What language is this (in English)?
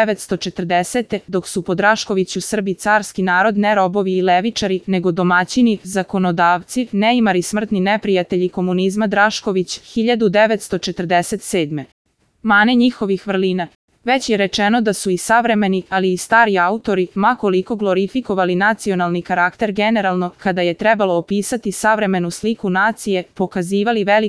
Serbian